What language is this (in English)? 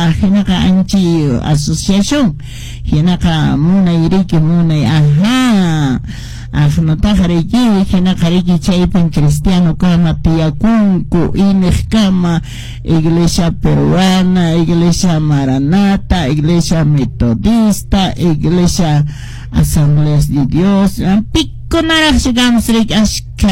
Quechua